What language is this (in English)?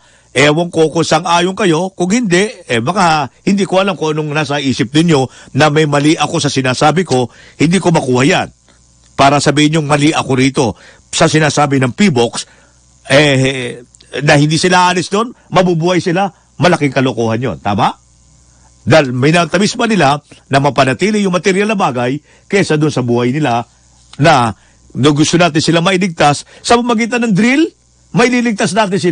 Filipino